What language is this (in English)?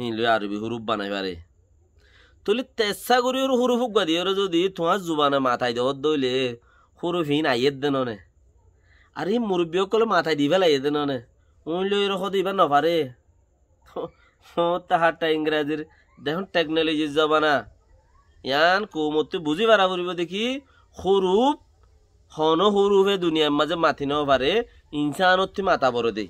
Rohingya